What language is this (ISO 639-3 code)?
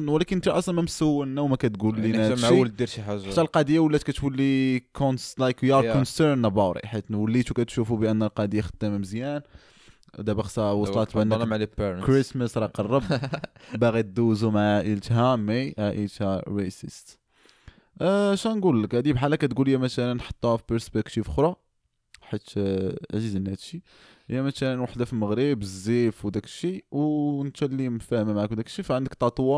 ary